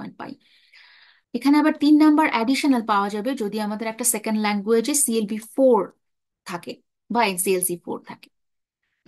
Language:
Bangla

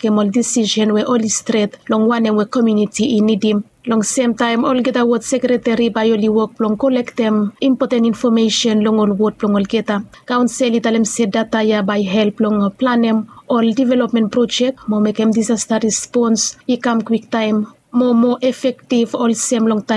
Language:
Bislama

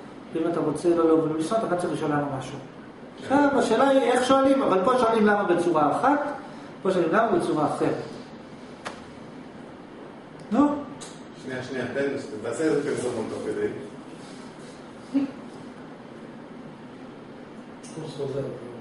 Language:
Hebrew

